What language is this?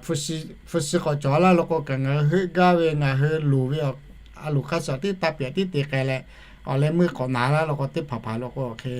Lahu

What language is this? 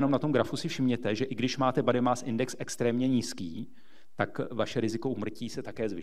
Czech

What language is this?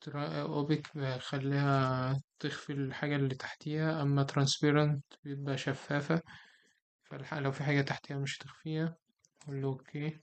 Egyptian Arabic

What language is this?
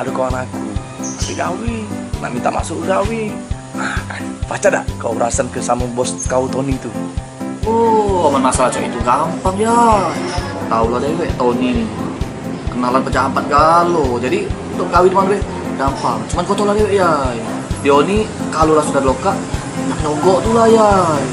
Musi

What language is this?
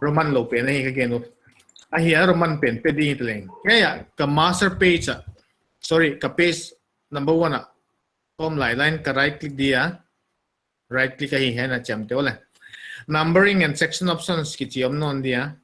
Paite Chin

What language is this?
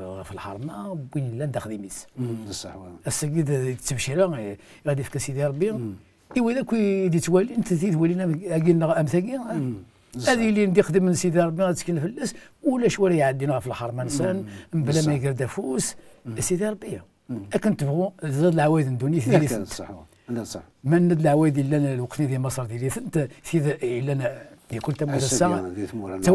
Kabyle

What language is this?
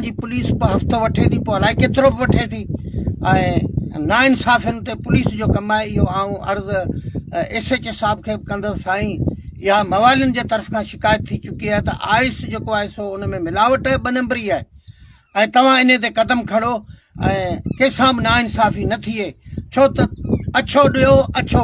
Sindhi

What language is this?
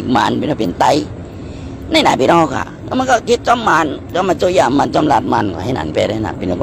Shan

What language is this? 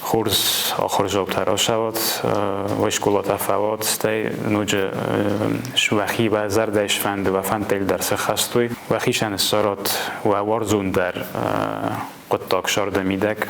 Ossetic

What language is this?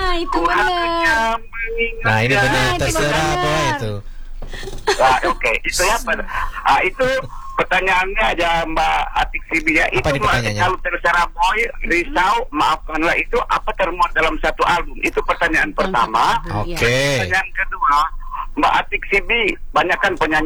Indonesian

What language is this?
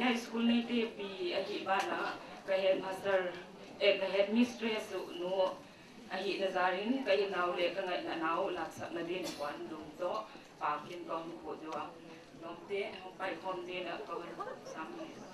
Paite Chin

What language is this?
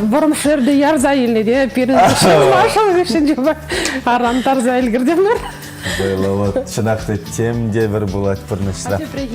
Chuvash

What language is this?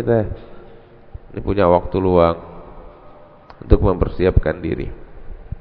Indonesian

